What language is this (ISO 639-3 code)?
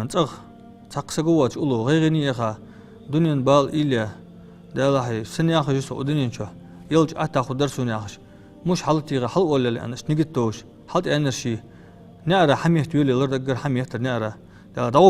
inh